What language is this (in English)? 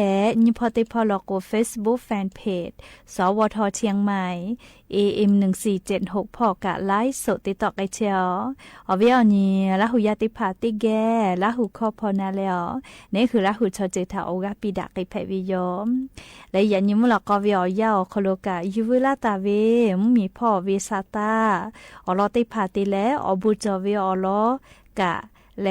Lahu